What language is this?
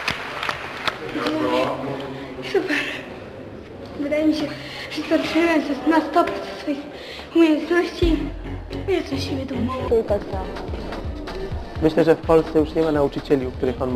Polish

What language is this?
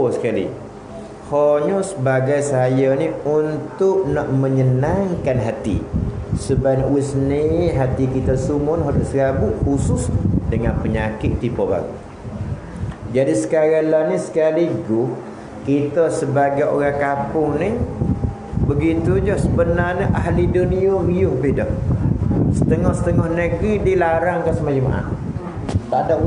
Malay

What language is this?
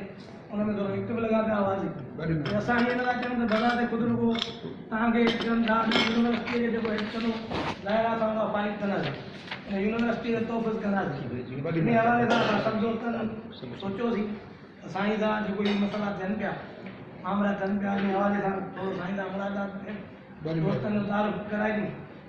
Sindhi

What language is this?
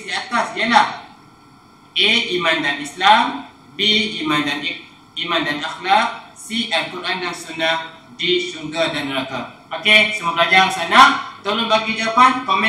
Malay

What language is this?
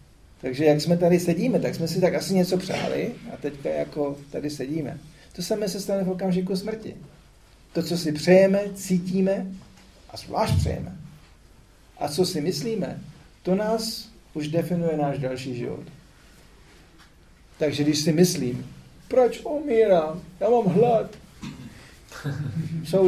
Czech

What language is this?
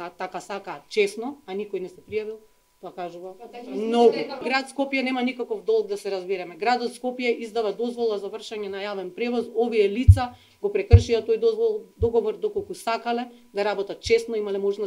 Macedonian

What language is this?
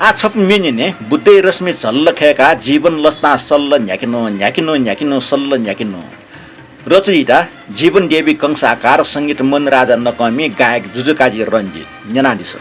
Newari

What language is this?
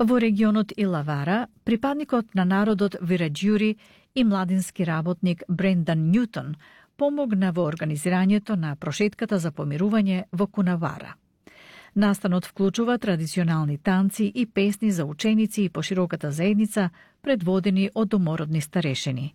Macedonian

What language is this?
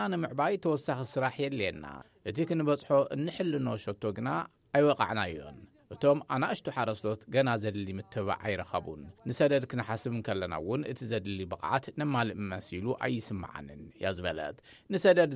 Tigrinya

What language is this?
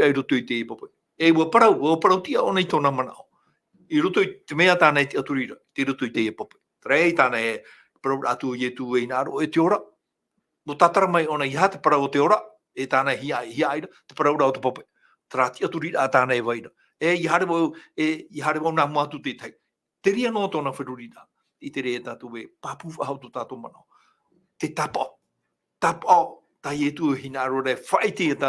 Tahitian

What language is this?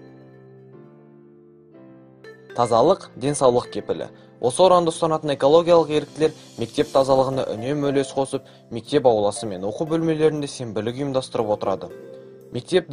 Kazakh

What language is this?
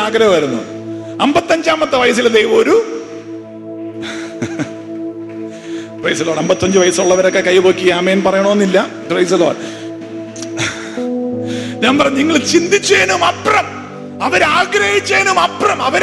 Malayalam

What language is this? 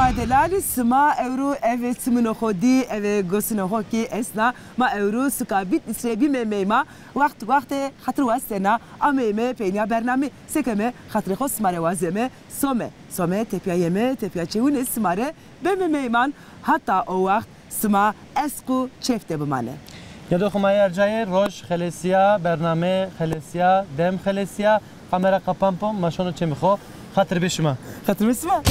Zaza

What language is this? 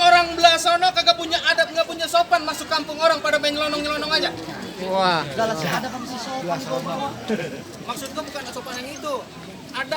Betawi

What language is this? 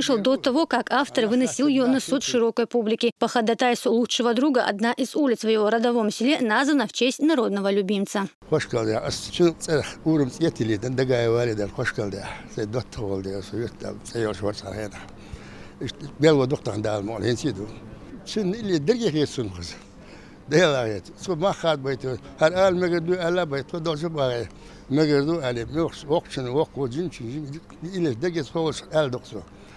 Chechen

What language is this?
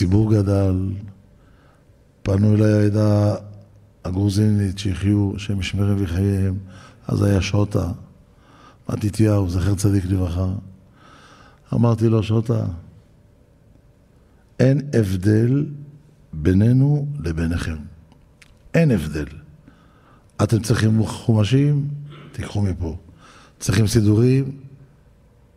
Hebrew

